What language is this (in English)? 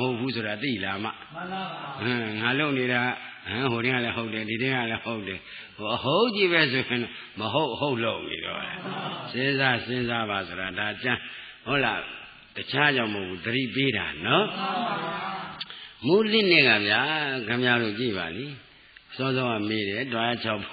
Burmese